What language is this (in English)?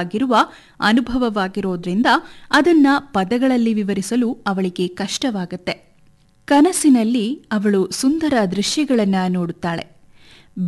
Kannada